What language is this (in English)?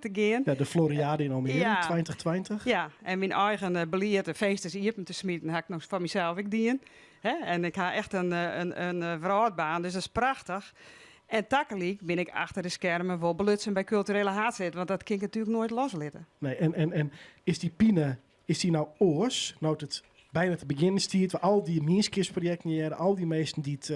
Western Frisian